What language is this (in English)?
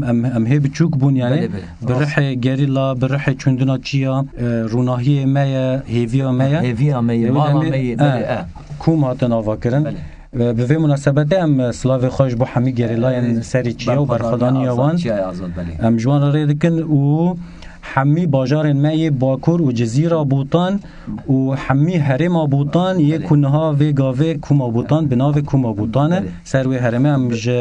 Kurdish